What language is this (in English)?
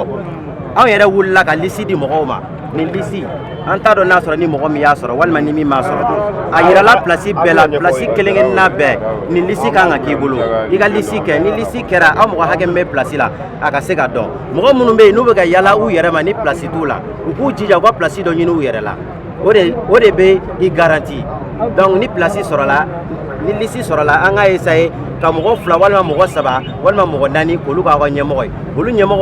Bambara